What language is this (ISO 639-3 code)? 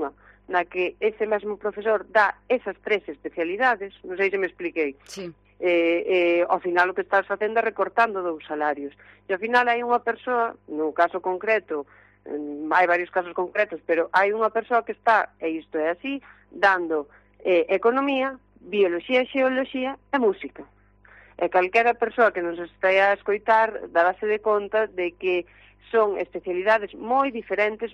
glg